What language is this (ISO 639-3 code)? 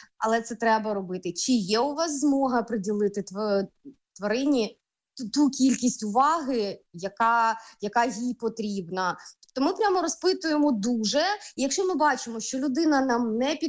ukr